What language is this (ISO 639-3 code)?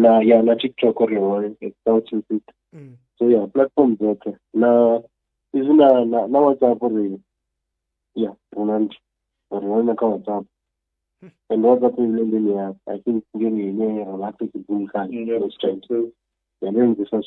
ven